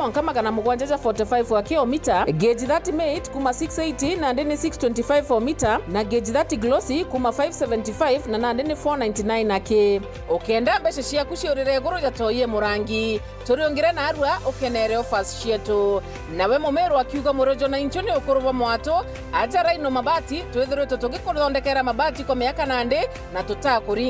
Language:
Meru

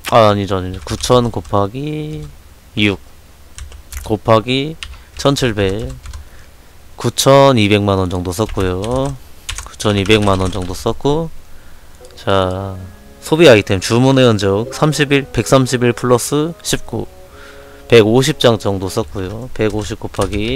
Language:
Korean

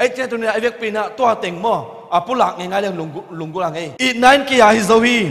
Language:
Tedim Chin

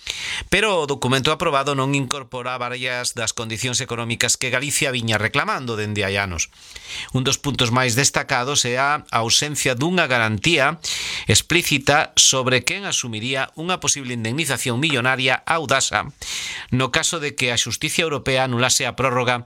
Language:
Galician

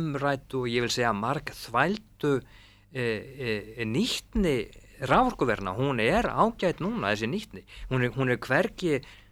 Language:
Icelandic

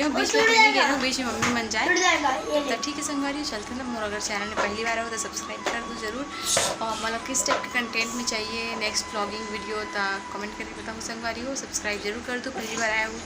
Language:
Chhattisgarhi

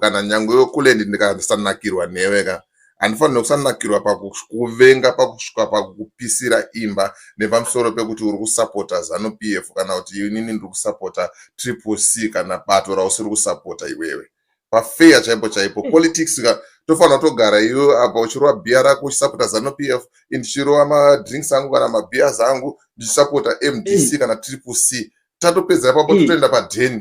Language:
Shona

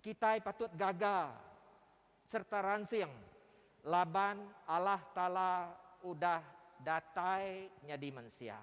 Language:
Iban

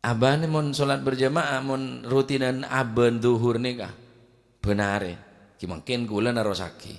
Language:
Madurese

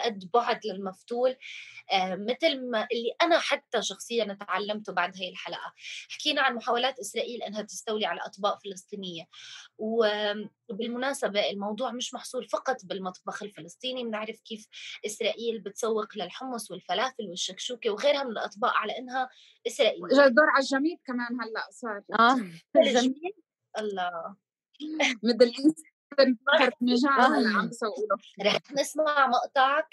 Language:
North Levantine Arabic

